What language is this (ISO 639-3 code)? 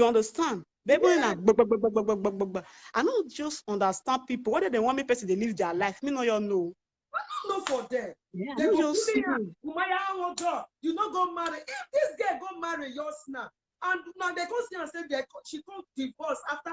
pcm